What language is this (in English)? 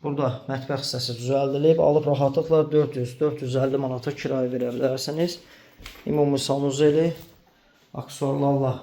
Azerbaijani